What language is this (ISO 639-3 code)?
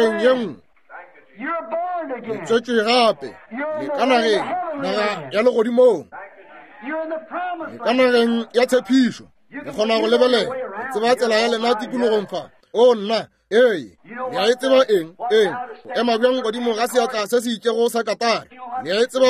nso